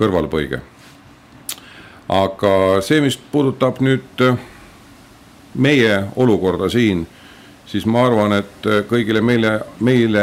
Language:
Estonian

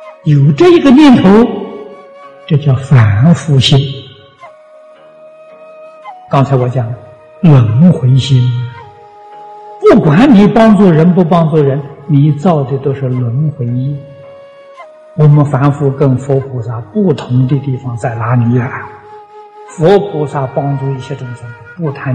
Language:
Chinese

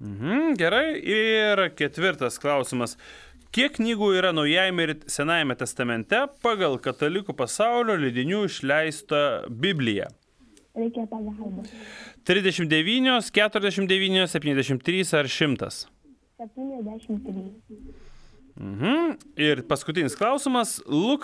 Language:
Lithuanian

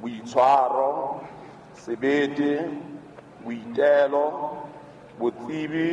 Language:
Southern Sotho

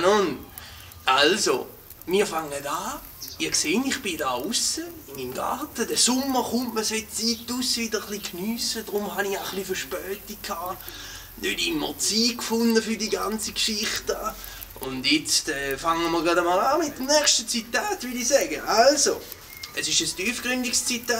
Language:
Swiss German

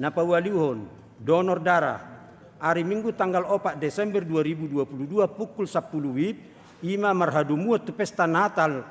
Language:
Batak Toba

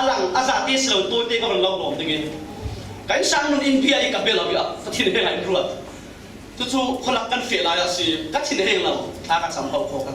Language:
Falam Chin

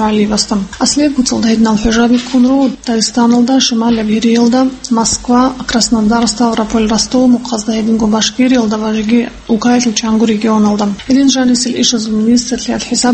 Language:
Avaric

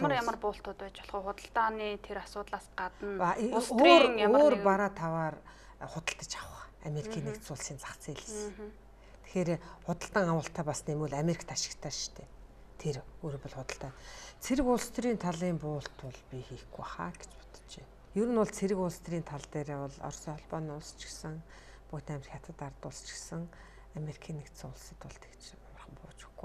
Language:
Mongolian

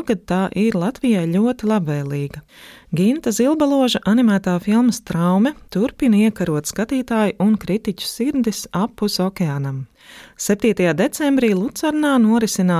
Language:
Latvian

